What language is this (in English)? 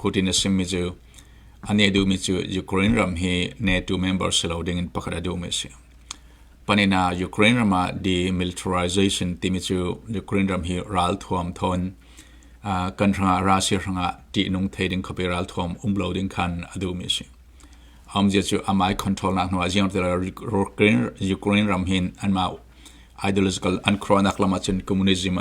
Falam Chin